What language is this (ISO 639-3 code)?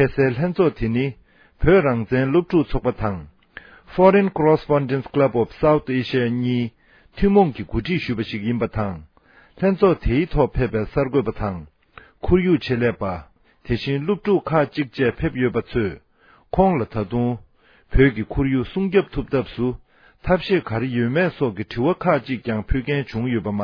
bod